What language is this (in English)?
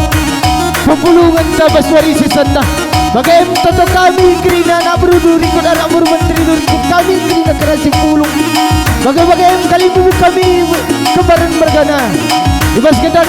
Batak Karo